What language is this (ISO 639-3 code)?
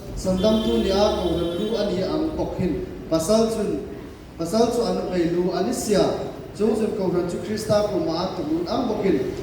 hmr